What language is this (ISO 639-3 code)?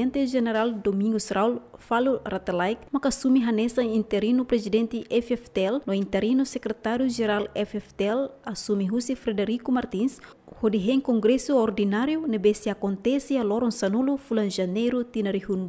tet